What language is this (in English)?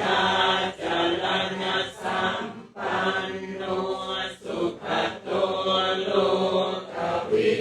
Pali